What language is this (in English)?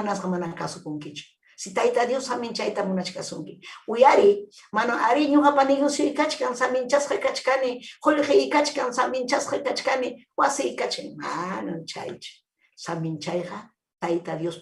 Ayacucho Quechua